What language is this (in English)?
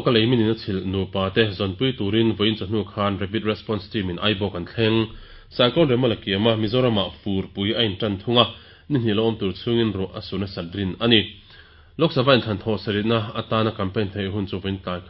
Mizo